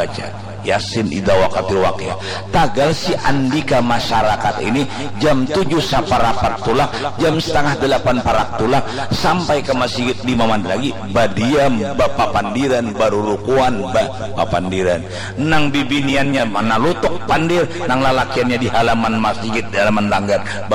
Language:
Banjar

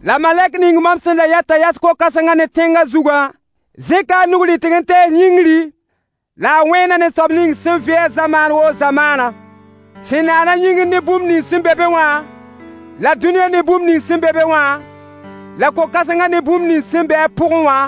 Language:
Mossi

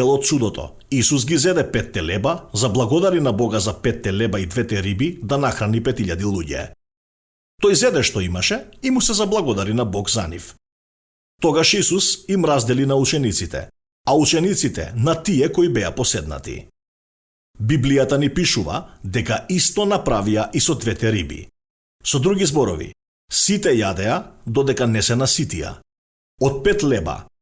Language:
Macedonian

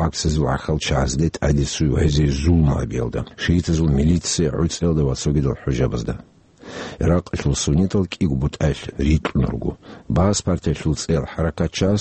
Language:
Avaric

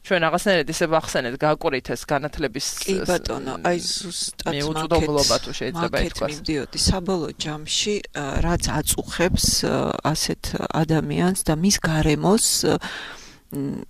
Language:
Georgian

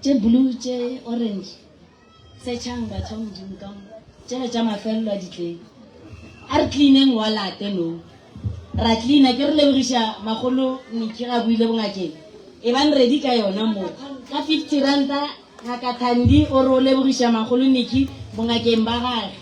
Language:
Northern Sotho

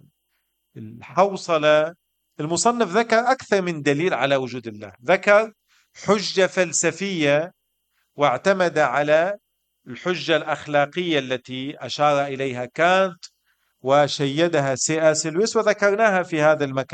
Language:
Arabic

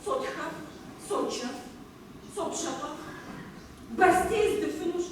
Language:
Kabardian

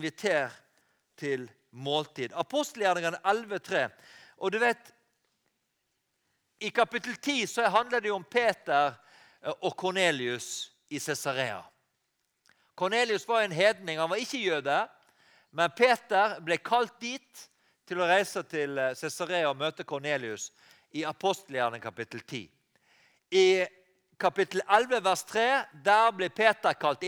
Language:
Norwegian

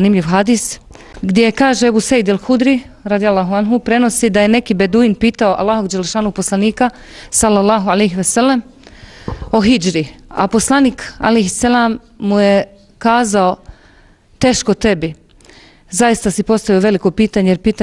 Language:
Bosnian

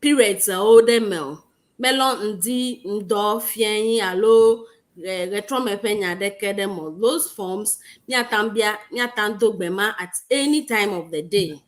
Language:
Ewe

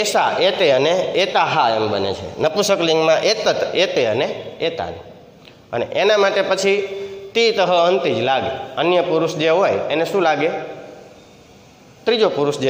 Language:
Gujarati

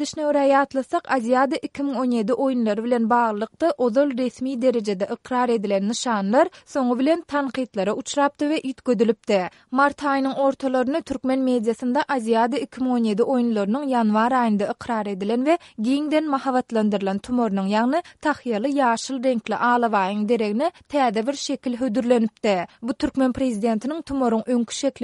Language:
Turkmen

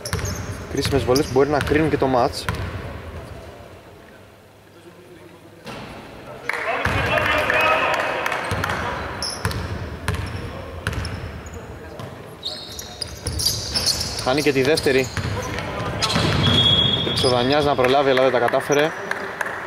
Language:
Greek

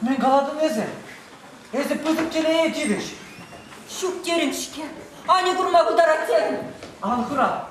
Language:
Chuvash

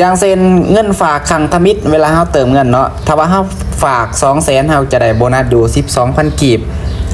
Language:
Lao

